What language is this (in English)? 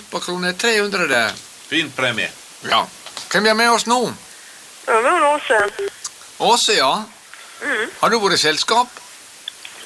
Norwegian